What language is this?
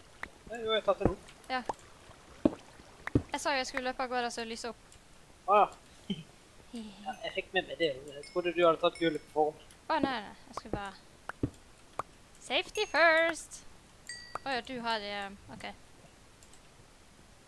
Norwegian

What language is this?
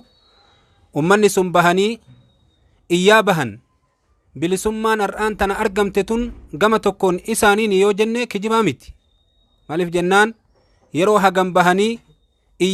Oromo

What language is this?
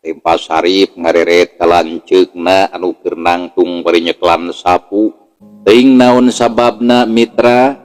Sundanese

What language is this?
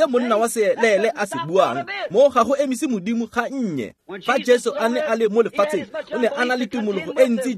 Tswana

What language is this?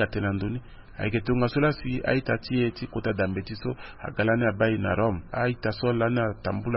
Sango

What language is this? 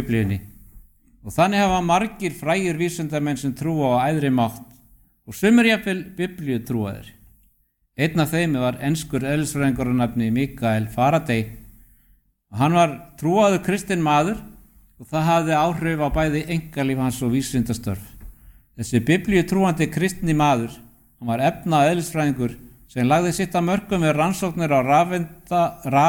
Icelandic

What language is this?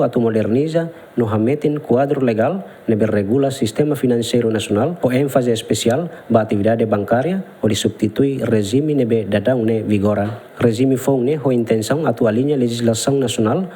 Tetum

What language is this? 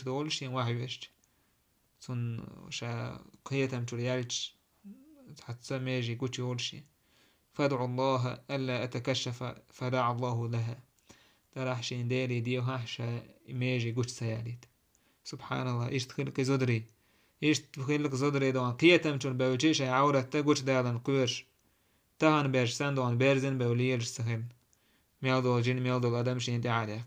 Chechen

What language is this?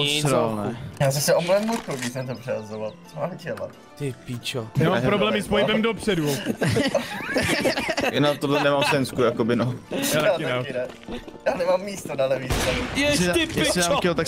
Czech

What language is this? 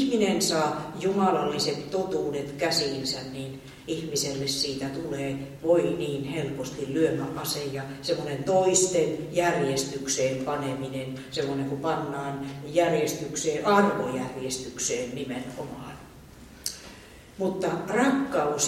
Finnish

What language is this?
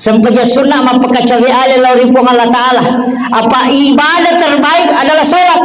Buginese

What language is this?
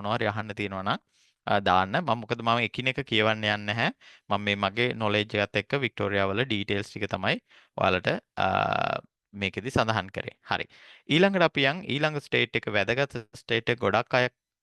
Sinhala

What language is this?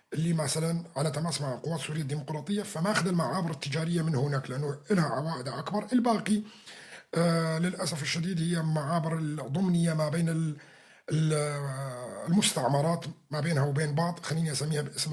North Levantine Arabic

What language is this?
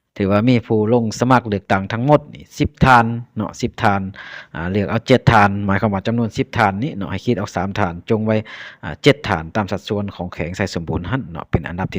Lao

